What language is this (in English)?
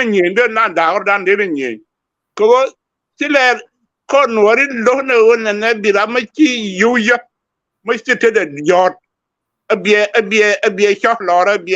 Nuer